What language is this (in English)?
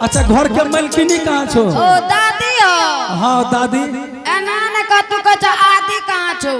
Angika